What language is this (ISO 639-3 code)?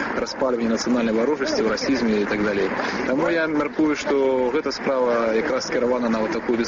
bel